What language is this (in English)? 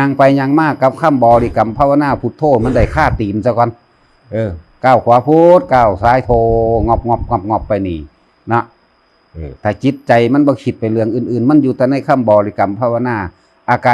Northeastern Thai